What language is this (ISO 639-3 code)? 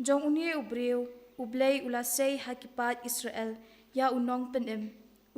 kha